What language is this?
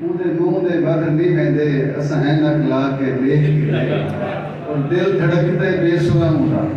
Saraiki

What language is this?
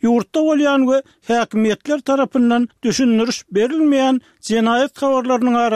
Turkmen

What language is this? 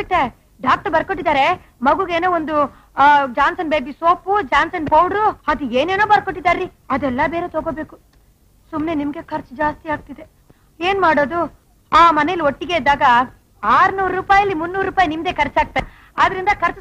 Kannada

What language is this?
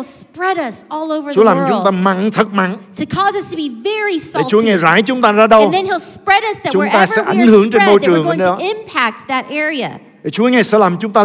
Vietnamese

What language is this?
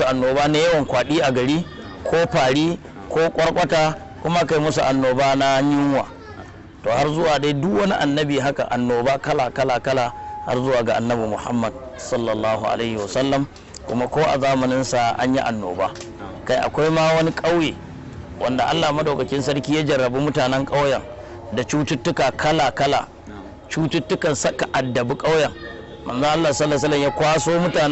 Hausa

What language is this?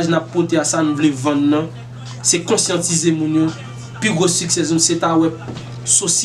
Haitian Creole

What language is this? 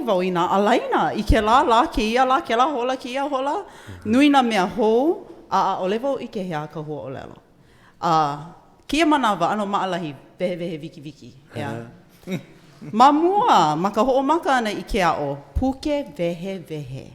Hawaiian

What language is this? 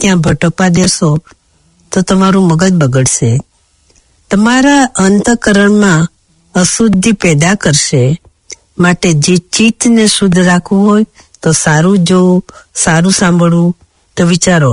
Gujarati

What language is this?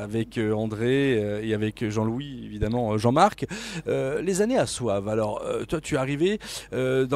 French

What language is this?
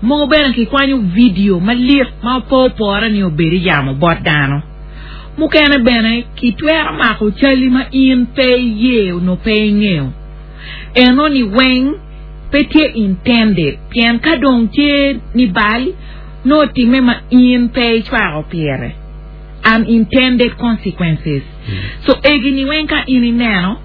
Acoli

